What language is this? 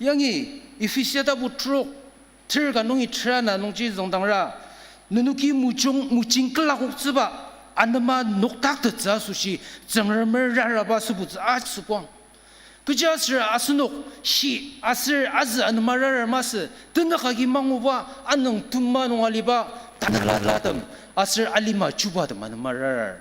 Ao Naga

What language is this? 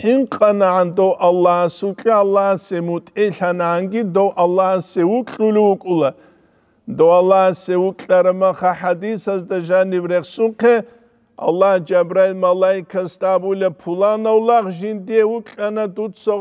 Avaric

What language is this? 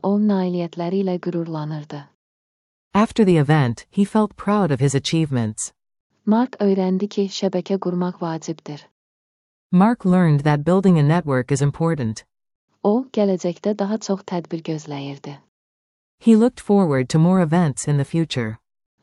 Azerbaijani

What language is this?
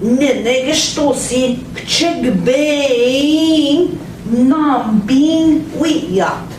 Central Ojibwa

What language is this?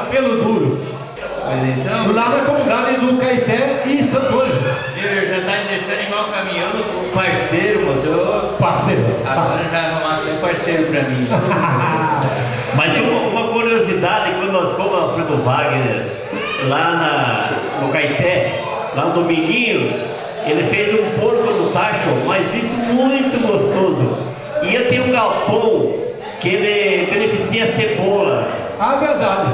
Portuguese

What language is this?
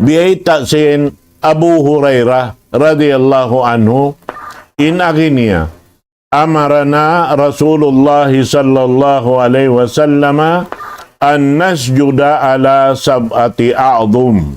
Tausug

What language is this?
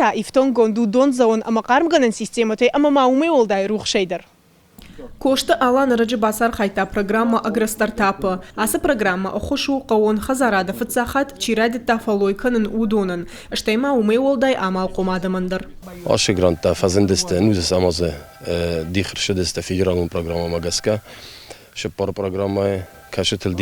Ossetic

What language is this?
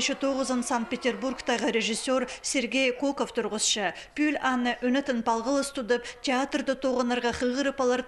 Khakas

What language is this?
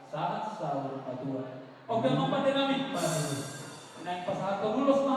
Batak Toba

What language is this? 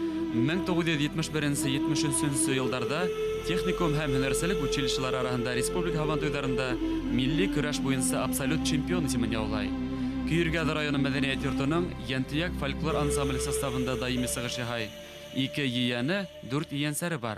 Bashkir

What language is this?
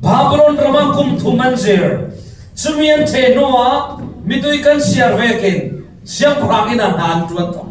Falam Chin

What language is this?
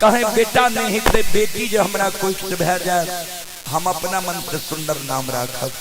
Maithili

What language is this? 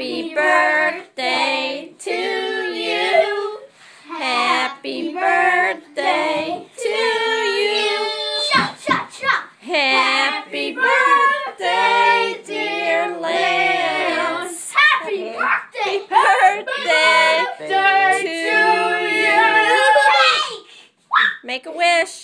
English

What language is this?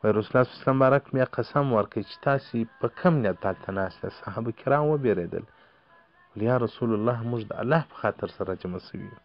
Pashto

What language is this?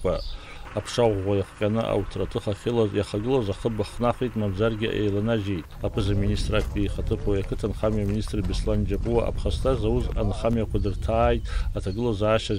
Abkhazian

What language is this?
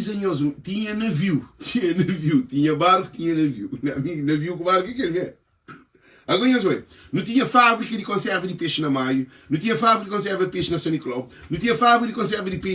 Kabuverdianu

